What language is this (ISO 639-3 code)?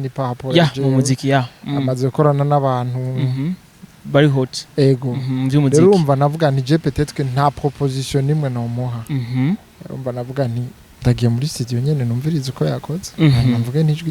run